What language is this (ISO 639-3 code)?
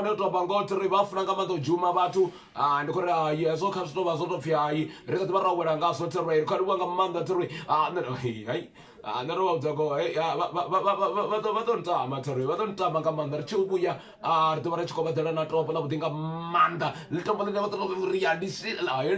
ven